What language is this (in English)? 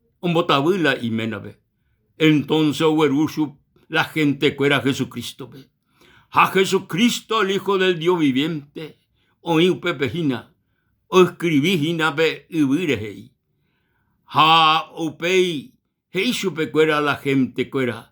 Guarani